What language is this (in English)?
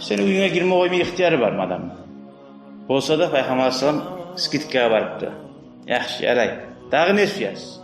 Kumyk